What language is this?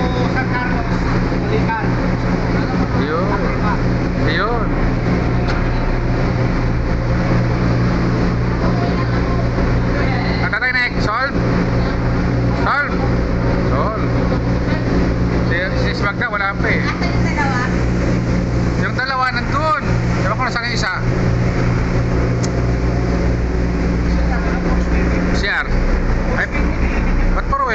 Filipino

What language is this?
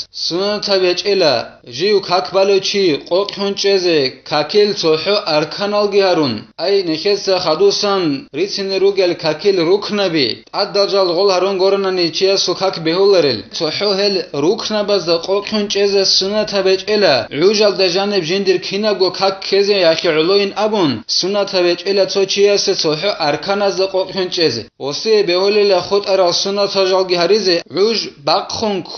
Avaric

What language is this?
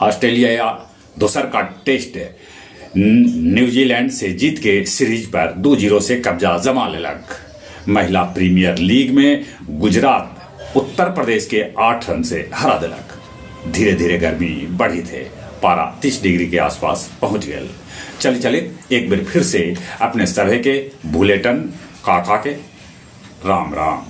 Magahi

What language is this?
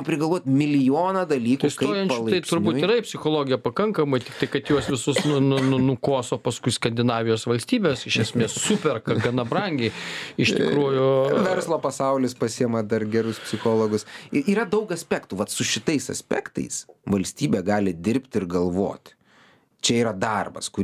Lithuanian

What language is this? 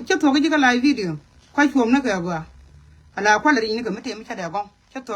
Nuer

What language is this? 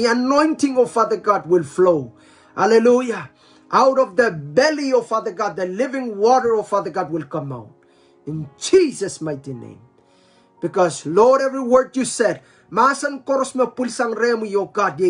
Pohnpeian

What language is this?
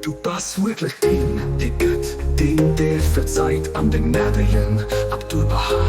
Luxembourgish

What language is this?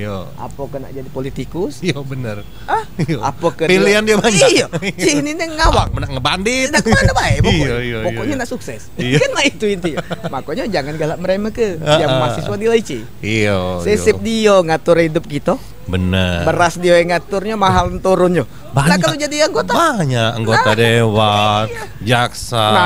Musi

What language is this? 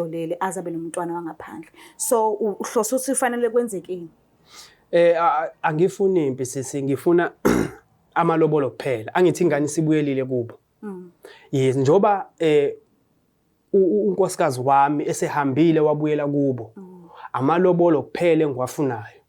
Zulu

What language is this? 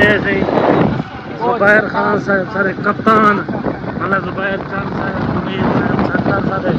Saraiki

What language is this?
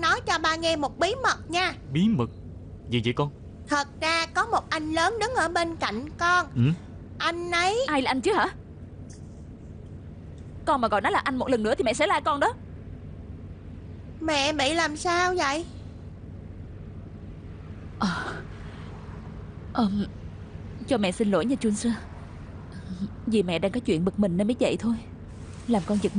Vietnamese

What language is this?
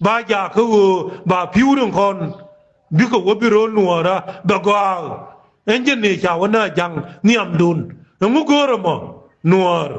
Nuer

